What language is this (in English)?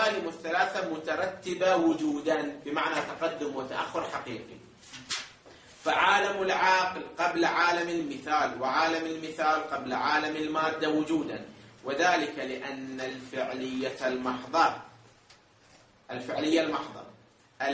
Arabic